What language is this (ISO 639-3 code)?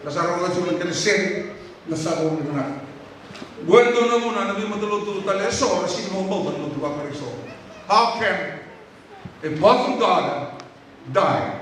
fij